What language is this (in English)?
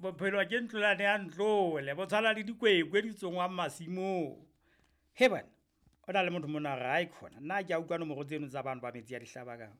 Southern Sotho